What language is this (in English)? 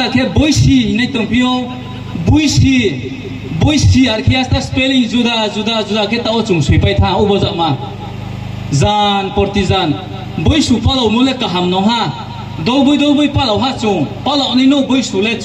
Riang (India)